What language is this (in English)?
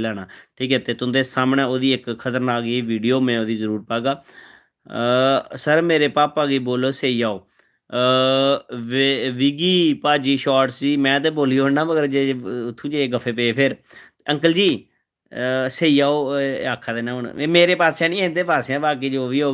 Dogri